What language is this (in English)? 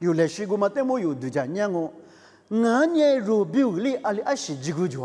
Lisu